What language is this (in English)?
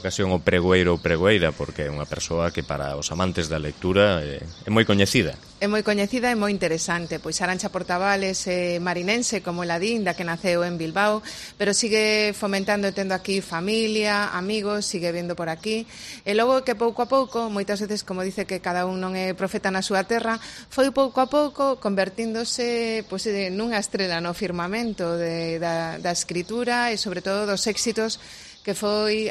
Galician